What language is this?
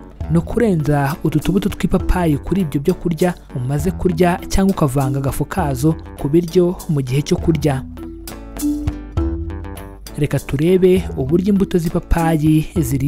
Kinyarwanda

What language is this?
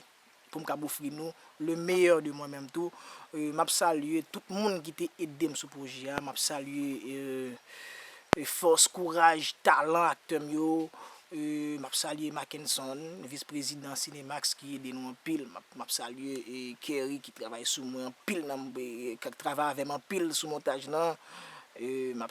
Haitian Creole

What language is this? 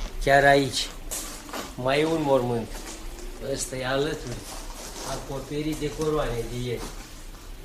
Romanian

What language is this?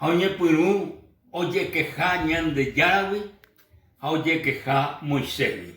Guarani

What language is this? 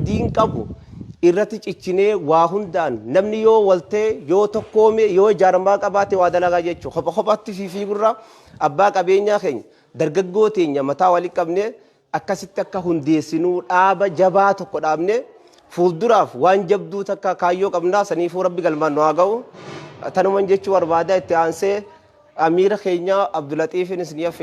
Oromo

